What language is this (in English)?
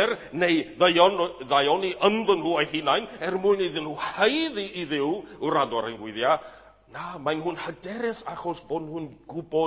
Welsh